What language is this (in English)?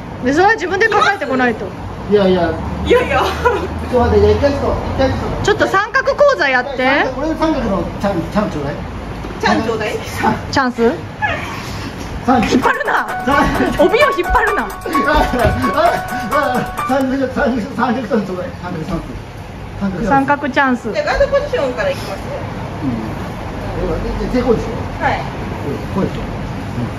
Japanese